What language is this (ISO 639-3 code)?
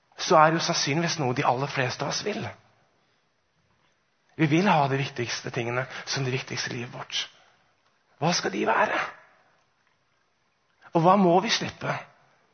nor